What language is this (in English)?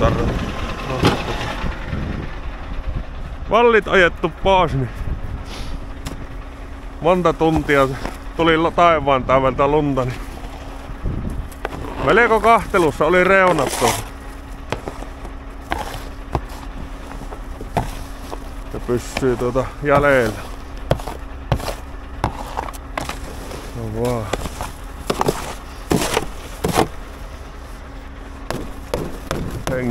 Finnish